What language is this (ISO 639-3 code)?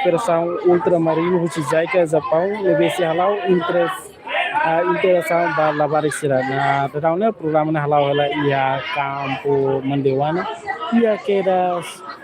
tet